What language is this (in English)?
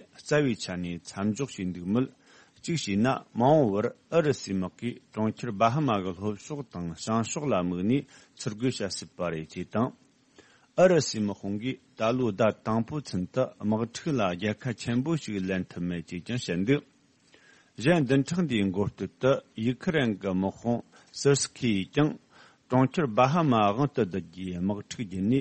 Tibetan